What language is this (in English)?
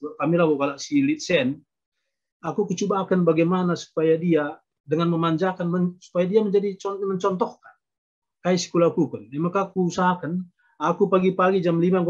Batak Karo